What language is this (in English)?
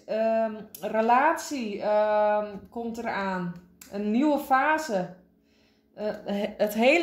Dutch